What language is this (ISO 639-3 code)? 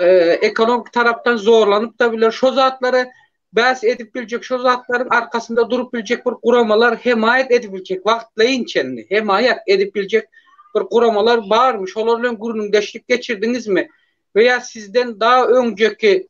tuk